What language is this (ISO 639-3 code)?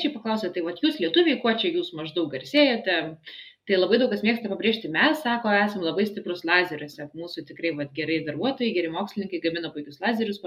lit